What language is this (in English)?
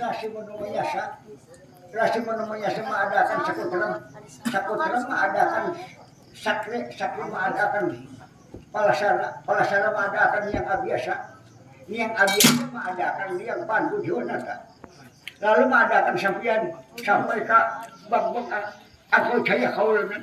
Banjar